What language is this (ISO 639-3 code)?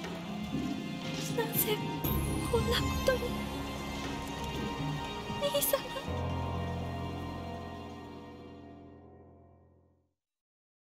jpn